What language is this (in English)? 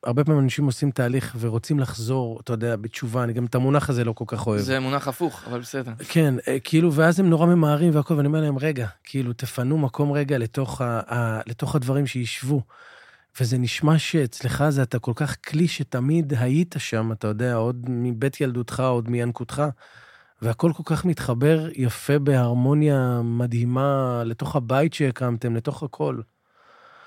Hebrew